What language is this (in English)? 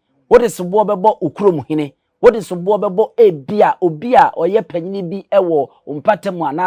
Akan